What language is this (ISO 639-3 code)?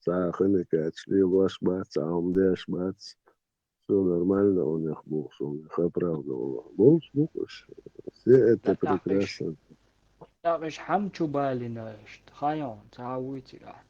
che